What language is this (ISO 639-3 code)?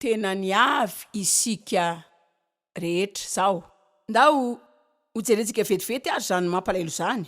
mlg